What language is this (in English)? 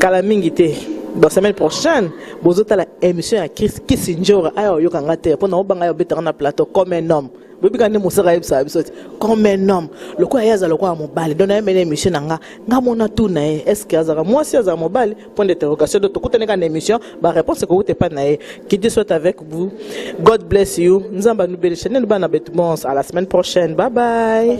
Lingala